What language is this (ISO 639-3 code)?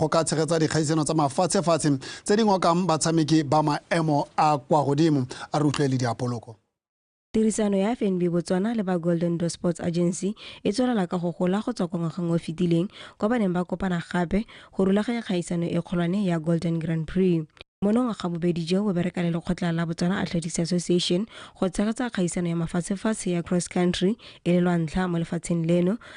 tsn